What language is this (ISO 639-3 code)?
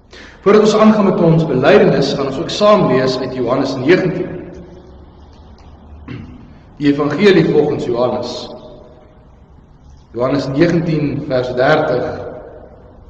afr